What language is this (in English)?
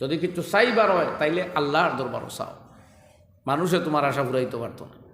Sylheti